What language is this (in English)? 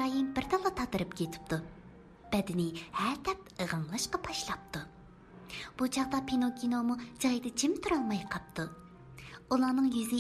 Uyghur